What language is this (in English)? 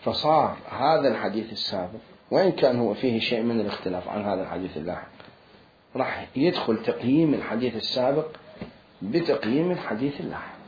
Mesopotamian Arabic